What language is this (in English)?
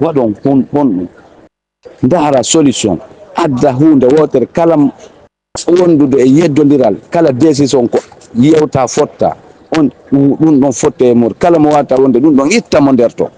Fula